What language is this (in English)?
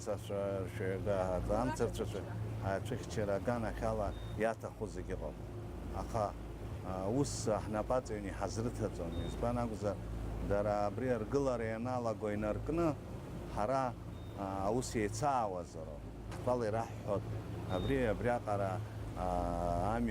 Abkhazian